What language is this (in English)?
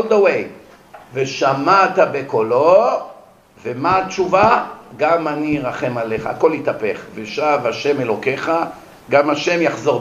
Hebrew